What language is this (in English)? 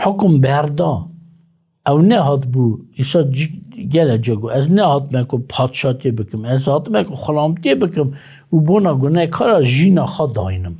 Kurdish